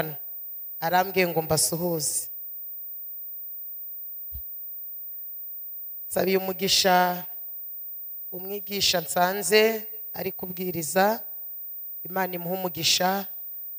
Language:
Kinyarwanda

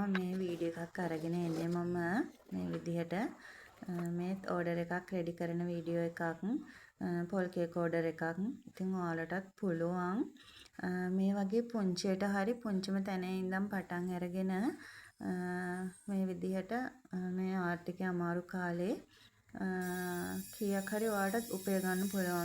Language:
Sinhala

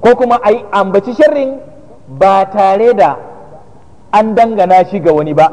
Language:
Hausa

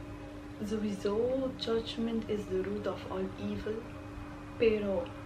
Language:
Papiamento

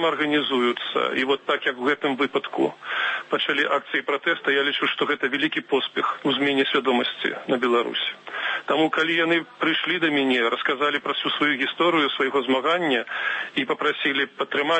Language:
Belarusian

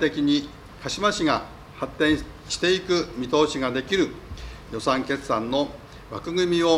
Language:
Japanese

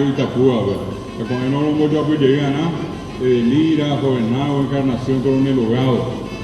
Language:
Guarani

